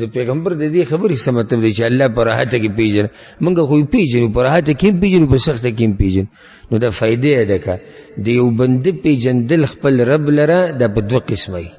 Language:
Pashto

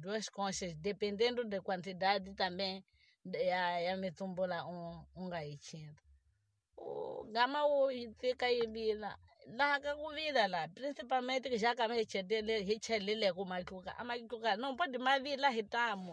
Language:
Tsonga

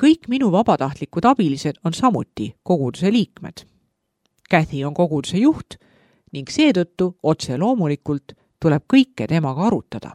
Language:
Estonian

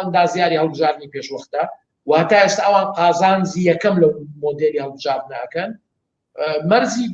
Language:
Central Kurdish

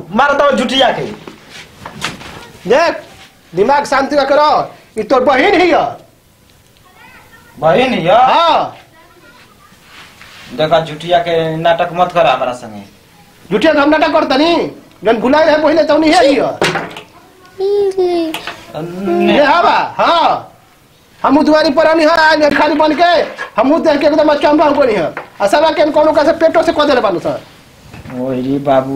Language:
Bhojpuri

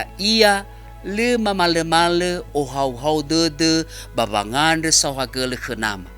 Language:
Nias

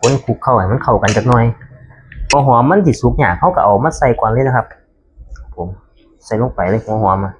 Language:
Northeastern Thai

